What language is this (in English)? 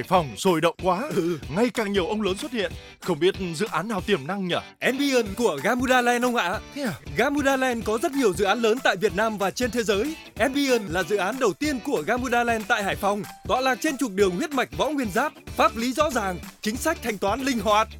Vietnamese